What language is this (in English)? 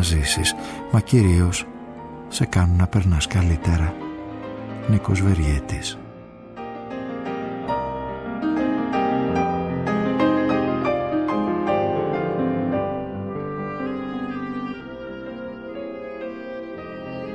Greek